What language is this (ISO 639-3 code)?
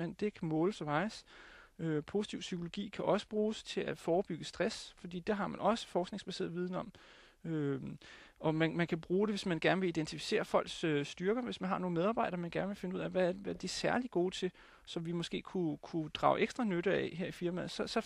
dan